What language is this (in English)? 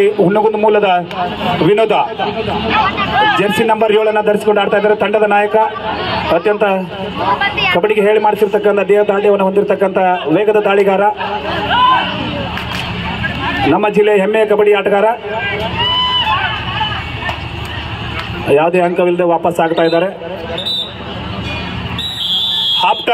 Kannada